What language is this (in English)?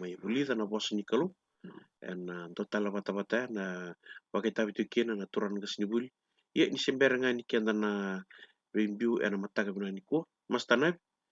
Fijian